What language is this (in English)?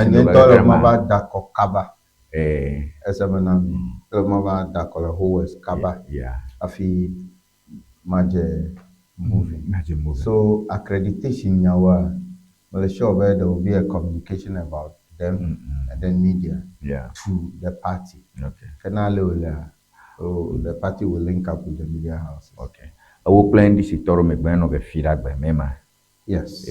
Ewe